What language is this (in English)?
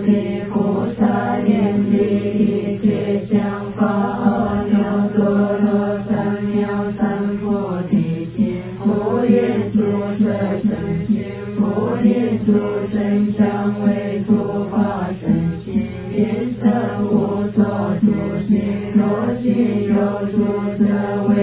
Chinese